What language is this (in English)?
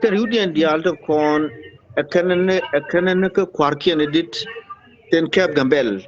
Nuer